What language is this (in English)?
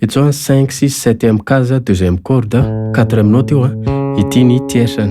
Malagasy